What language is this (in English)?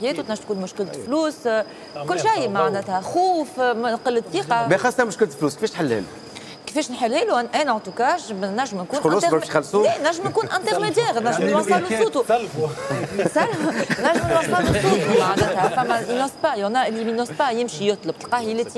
Tunisian Arabic